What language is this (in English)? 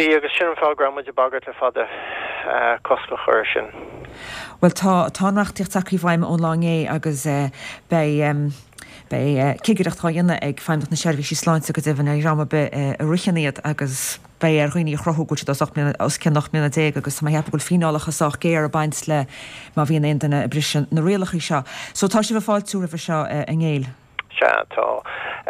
Irish